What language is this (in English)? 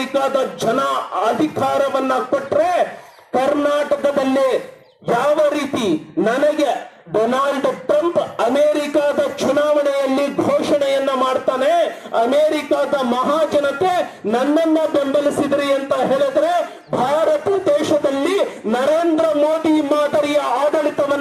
Kannada